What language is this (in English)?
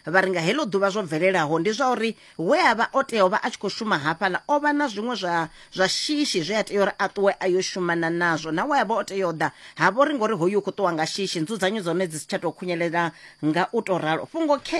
Venda